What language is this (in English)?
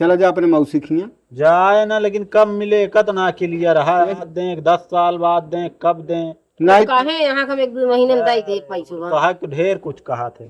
Awadhi